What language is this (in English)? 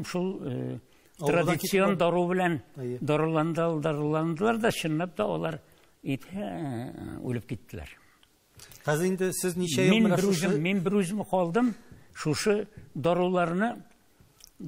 Tatar